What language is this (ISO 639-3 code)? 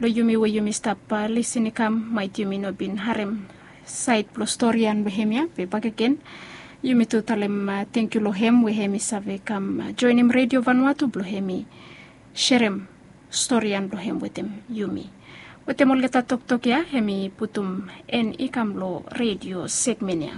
bis